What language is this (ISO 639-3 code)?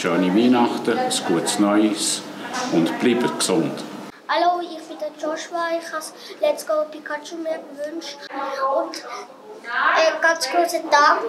gsw